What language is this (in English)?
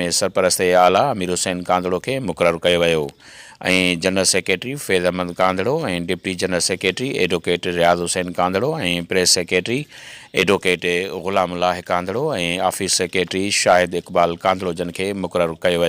Sindhi